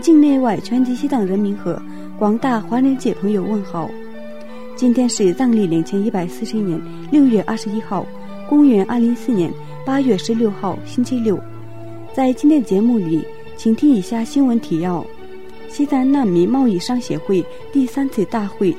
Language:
Chinese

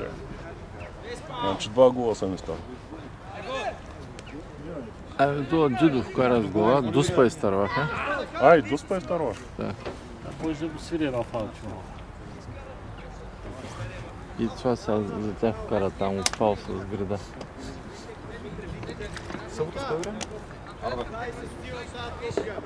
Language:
Bulgarian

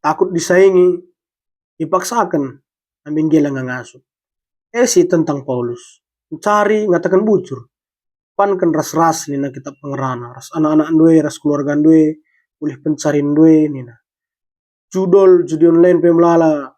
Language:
Batak Karo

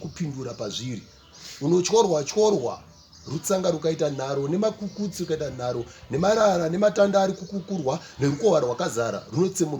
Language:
Shona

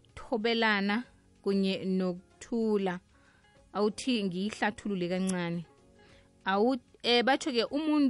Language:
South Ndebele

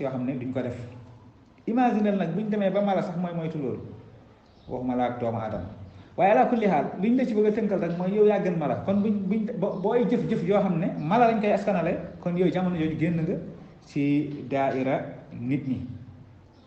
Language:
Wolof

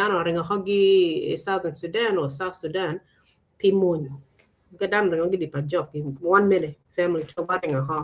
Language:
Acoli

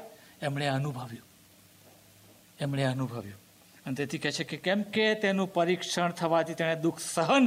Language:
Gujarati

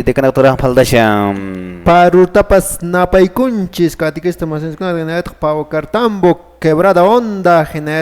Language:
Quechua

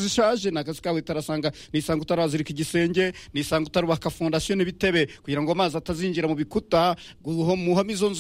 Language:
Kinyarwanda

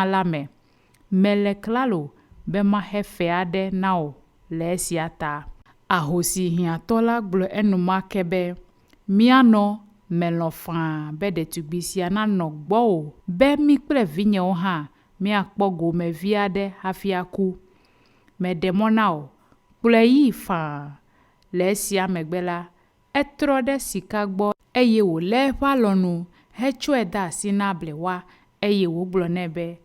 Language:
Ewe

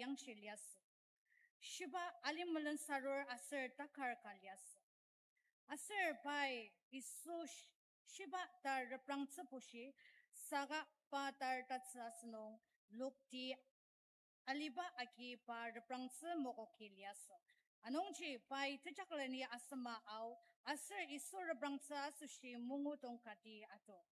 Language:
Ao Naga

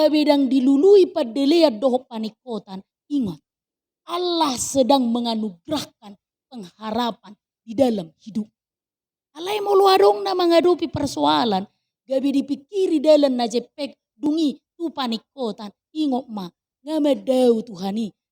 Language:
Batak Toba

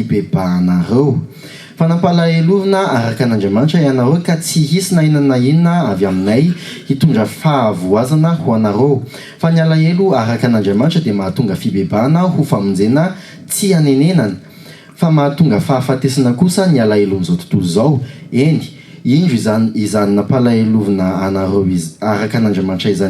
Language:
Malagasy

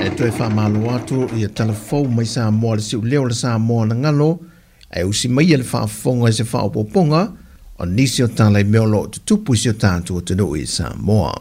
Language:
Samoan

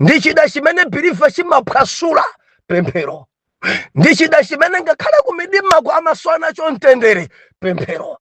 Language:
Nyanja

